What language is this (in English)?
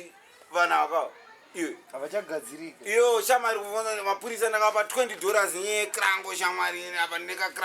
Shona